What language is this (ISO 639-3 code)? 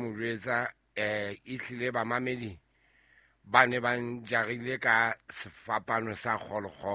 sot